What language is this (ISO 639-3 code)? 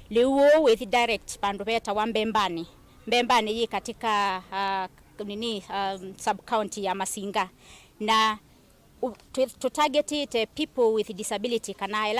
kam